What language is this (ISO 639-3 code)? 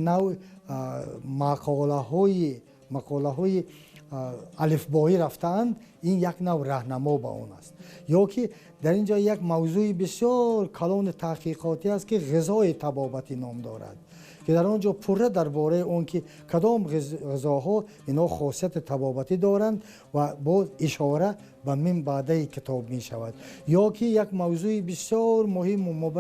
tgk